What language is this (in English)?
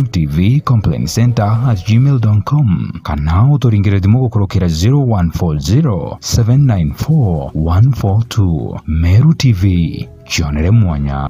Meru